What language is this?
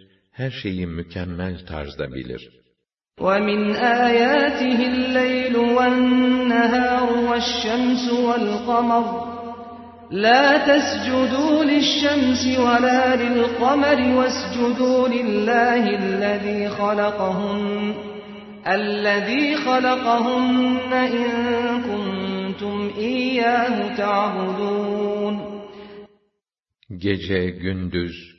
Turkish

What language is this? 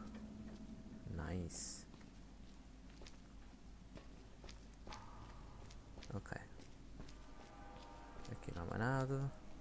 Portuguese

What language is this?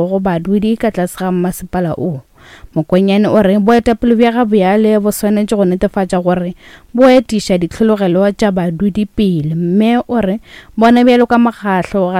Northern Sotho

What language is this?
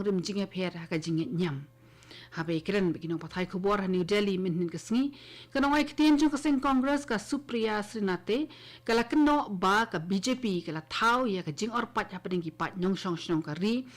Khasi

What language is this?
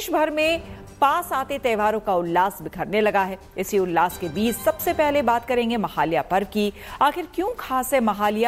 Hindi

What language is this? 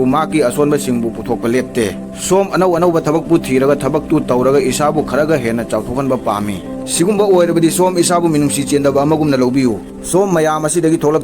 Manipuri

